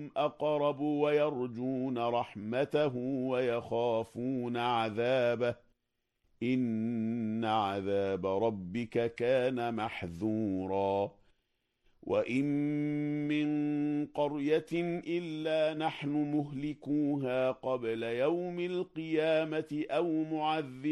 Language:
Arabic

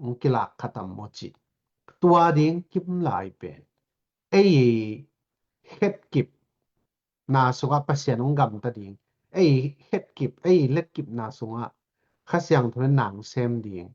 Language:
Tedim Chin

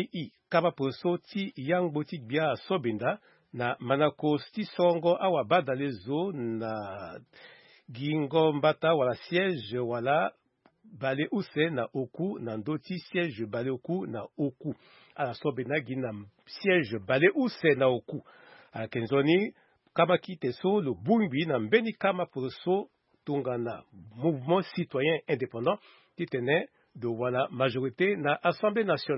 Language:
Sango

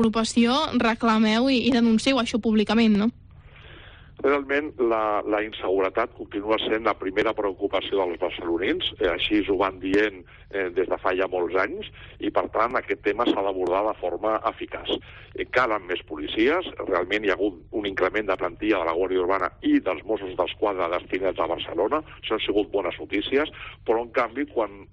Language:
Catalan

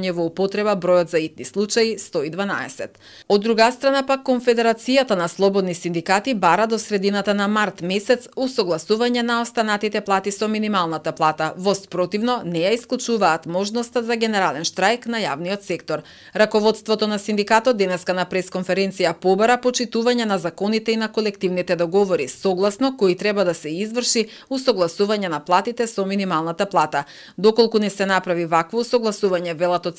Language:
Macedonian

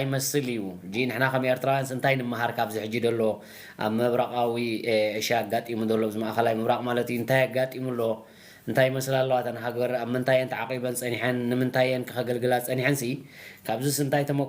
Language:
Tigrinya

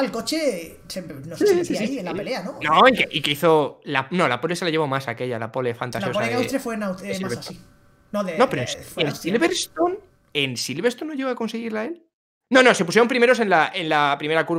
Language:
Spanish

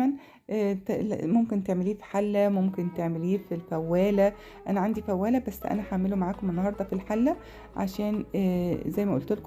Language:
Egyptian Arabic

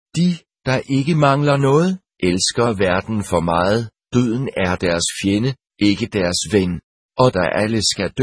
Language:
Danish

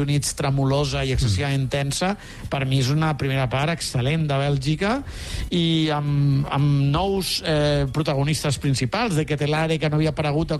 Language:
Catalan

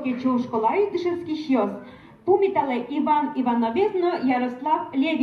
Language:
Udmurt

